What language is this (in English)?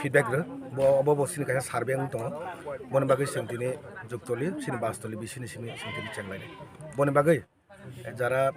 Kok Borok